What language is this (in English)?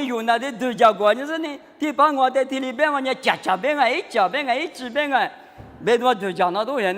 Lisu